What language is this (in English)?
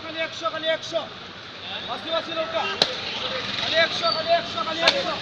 Sylheti